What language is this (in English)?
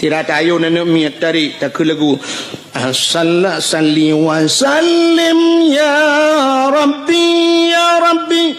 Achinese